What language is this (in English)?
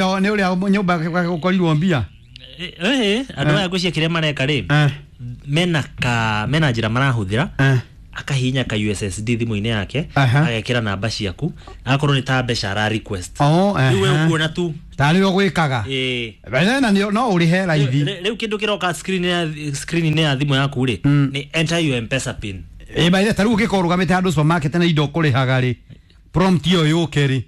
Kikuyu